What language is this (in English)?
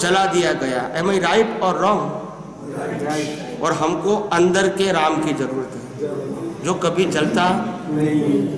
Hindi